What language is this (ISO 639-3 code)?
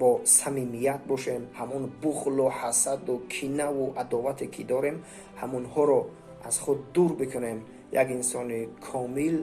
tgk